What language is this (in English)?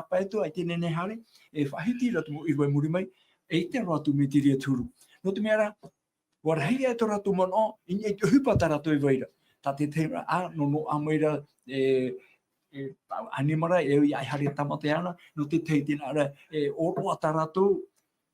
Tahitian